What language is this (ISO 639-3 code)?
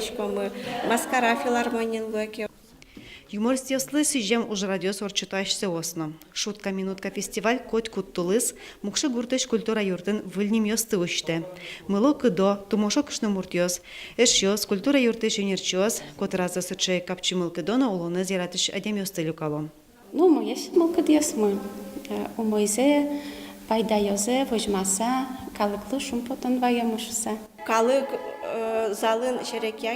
udm